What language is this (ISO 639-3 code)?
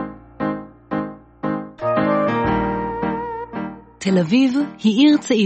heb